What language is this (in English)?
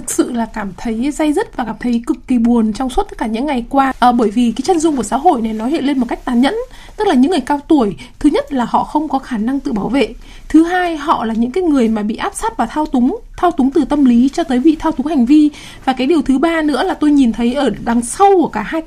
Vietnamese